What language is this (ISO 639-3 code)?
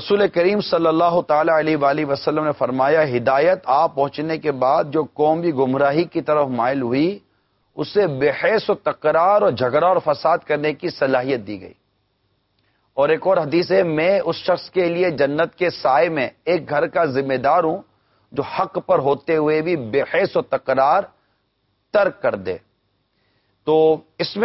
urd